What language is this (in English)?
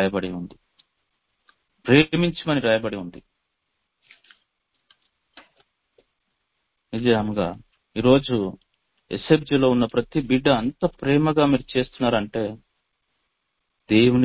Telugu